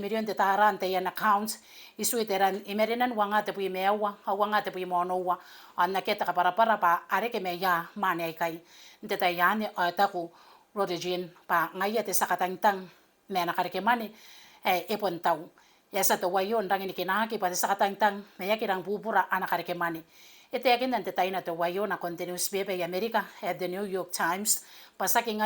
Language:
Gilbertese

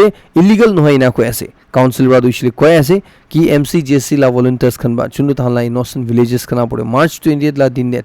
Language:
Naga Pidgin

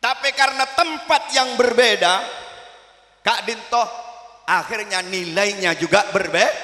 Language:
Madurese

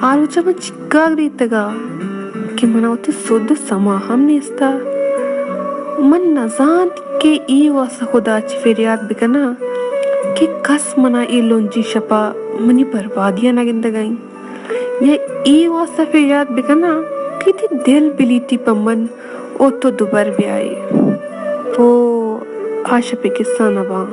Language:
Baluchi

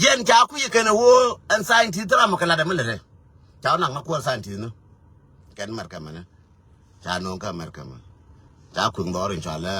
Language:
Nuer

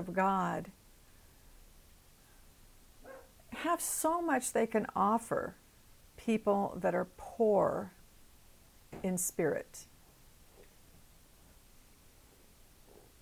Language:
English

